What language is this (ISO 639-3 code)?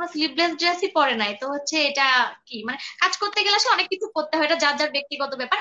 ben